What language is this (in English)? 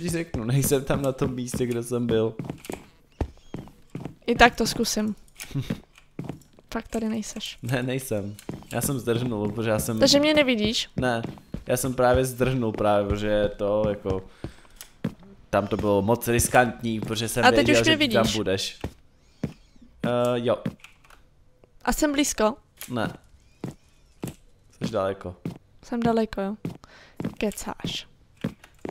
Czech